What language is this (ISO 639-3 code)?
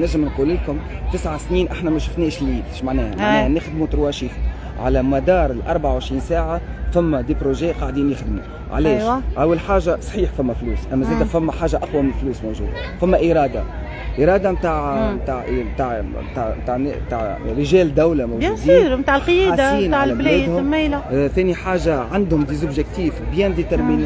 aeb